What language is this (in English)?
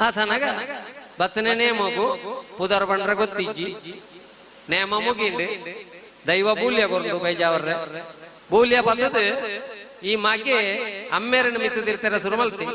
Tulu